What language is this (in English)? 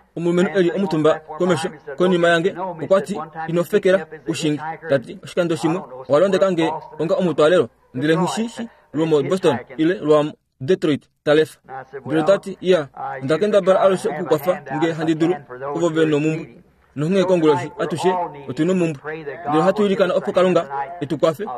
Kuanyama